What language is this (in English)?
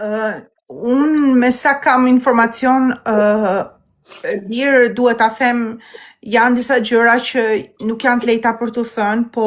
Albanian